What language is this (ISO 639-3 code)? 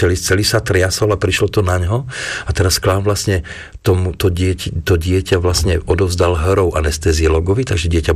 slk